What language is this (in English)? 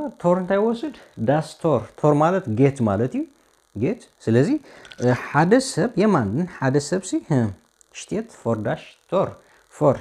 Tigrinya